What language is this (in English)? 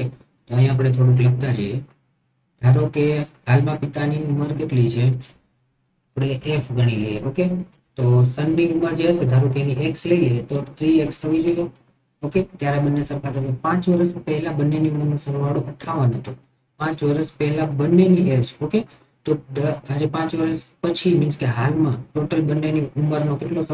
Gujarati